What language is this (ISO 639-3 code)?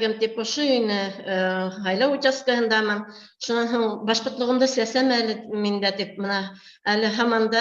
bak